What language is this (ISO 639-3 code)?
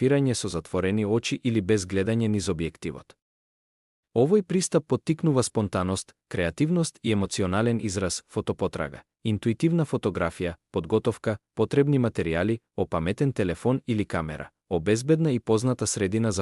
mkd